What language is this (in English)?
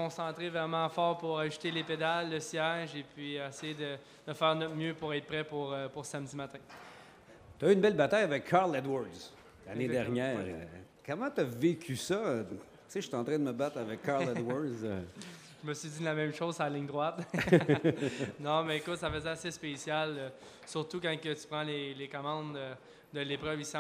French